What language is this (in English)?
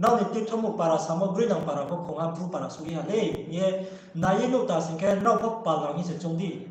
Riang (India)